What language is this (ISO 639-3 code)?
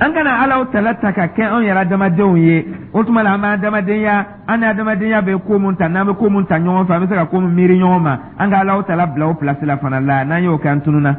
dyu